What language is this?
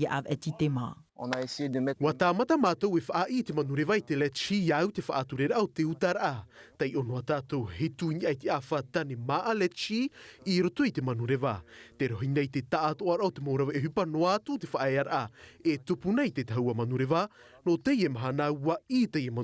Tahitian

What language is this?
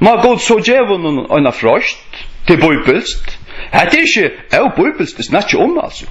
Faroese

